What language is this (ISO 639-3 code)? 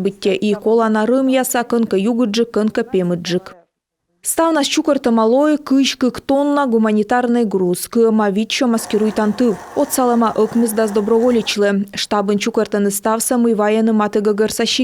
kom